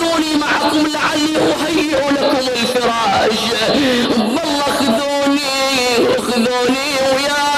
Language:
Mesopotamian Arabic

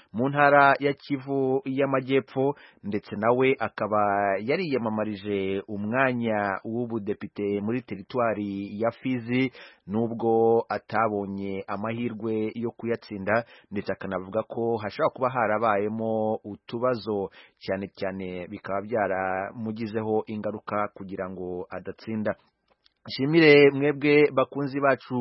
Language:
Kinyarwanda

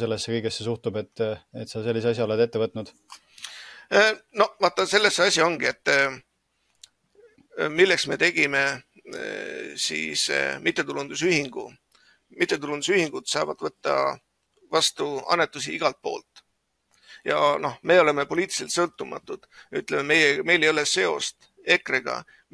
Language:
Estonian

